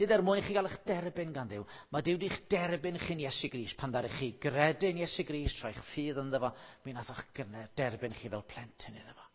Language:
Welsh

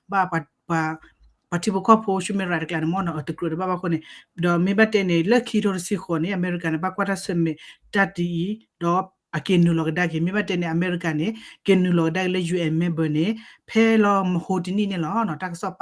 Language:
S'gaw Karen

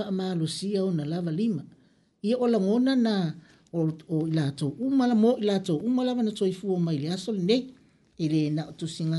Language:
Samoan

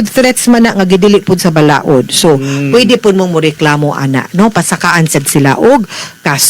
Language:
Cebuano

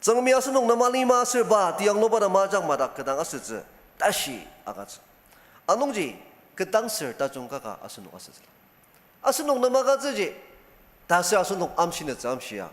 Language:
Ao Naga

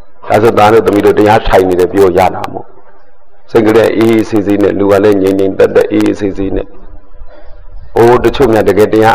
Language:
Burmese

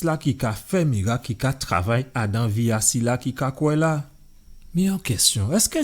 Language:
Guadeloupean Creole French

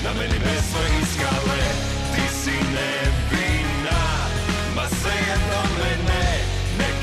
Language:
Serbian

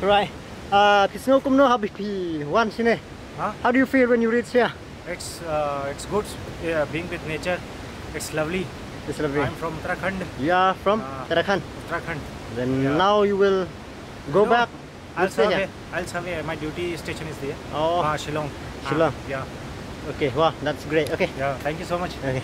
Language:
Khasi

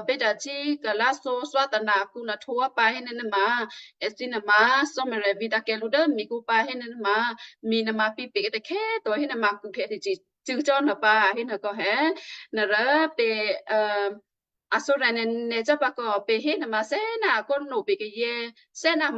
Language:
Western Kayah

